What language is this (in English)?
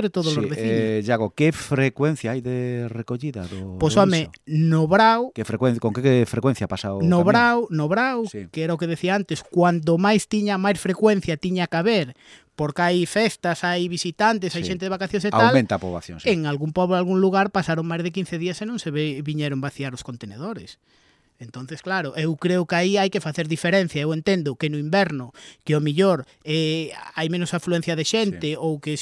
Galician